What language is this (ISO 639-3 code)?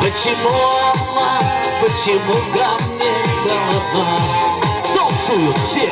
chv